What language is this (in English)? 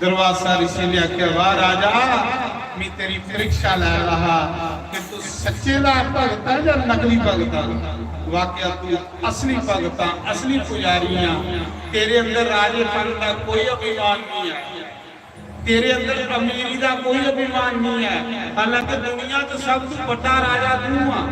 Dogri